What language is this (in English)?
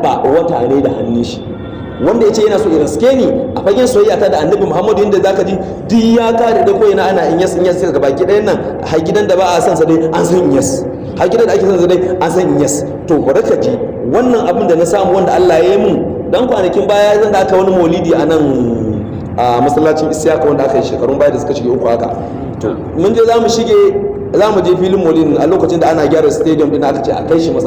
Hausa